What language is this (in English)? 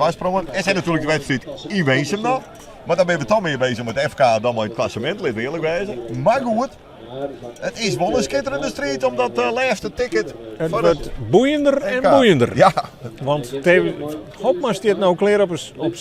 Western Frisian